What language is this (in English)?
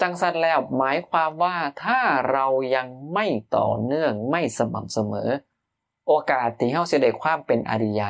Northeastern Thai